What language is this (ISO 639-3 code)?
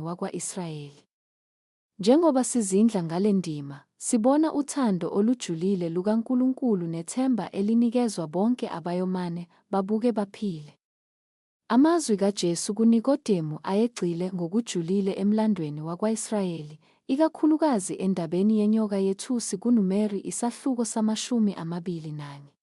zul